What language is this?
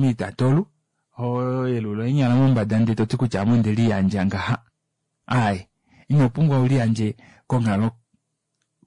Kuanyama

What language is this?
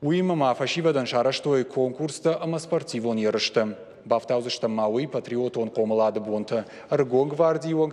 Ossetic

